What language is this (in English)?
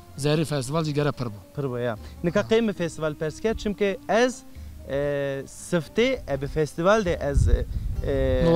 Zaza